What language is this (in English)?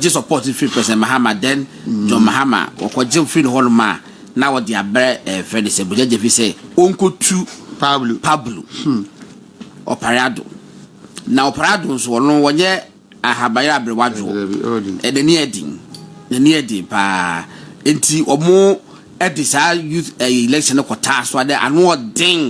Akan